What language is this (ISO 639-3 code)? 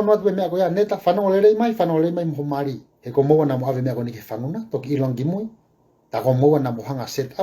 ton